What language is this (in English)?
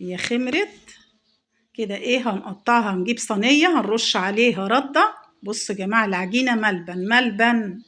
Egyptian Arabic